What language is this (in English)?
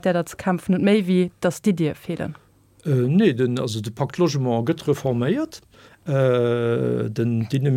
Luxembourgish